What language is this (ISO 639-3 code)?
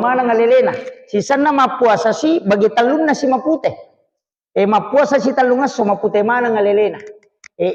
bug